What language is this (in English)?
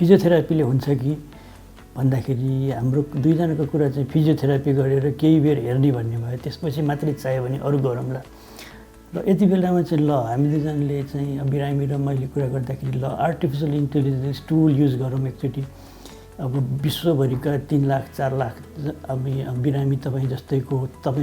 Nepali